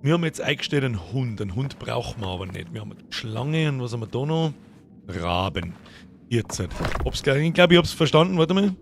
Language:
Bavarian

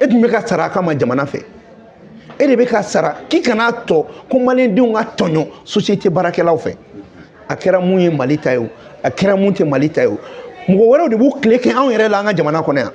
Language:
Bambara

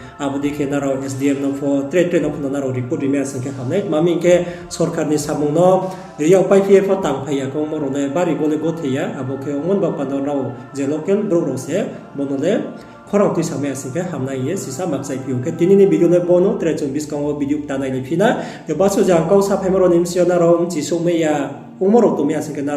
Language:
Riang (India)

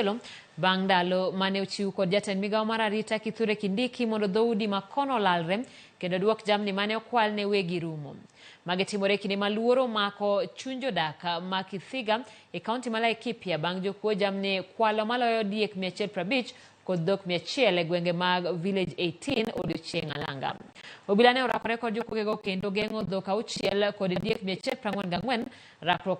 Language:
Luo (Kenya and Tanzania)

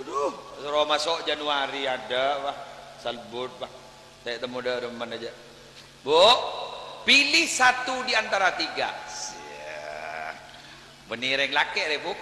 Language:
Madurese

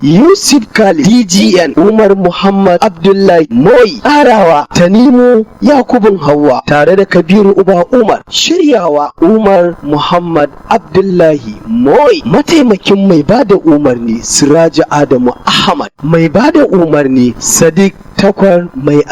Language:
Hausa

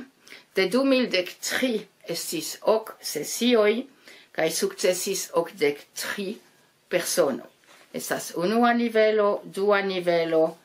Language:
Esperanto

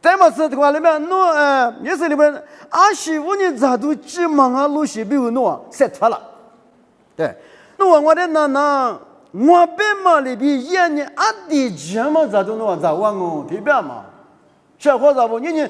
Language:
Lisu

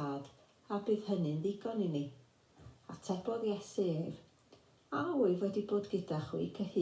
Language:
Welsh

